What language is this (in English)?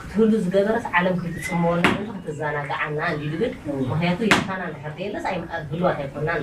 Tigrinya